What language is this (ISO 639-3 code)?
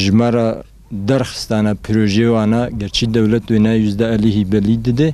kur